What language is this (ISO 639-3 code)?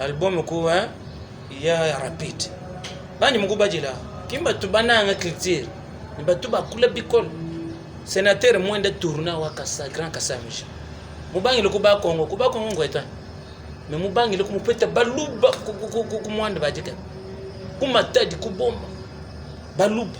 lua